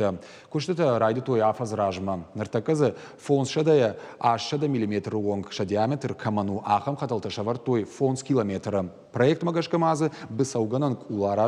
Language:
Ossetic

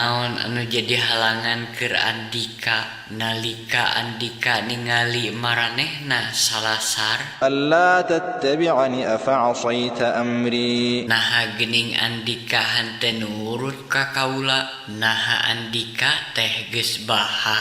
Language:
Sundanese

